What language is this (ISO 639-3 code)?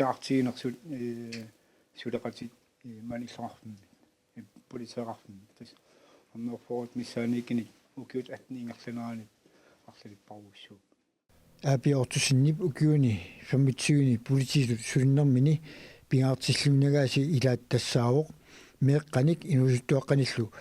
kal